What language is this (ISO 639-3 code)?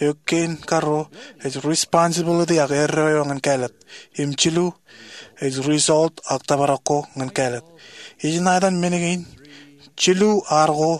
mah